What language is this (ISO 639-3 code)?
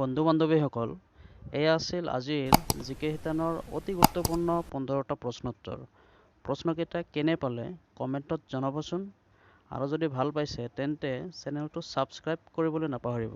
asm